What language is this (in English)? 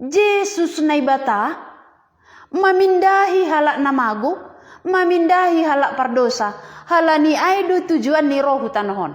Batak Simalungun